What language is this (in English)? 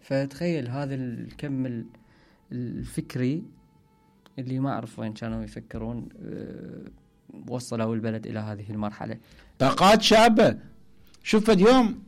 Mesopotamian Arabic